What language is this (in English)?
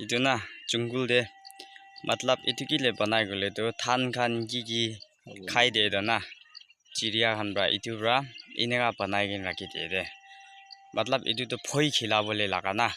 Naga Pidgin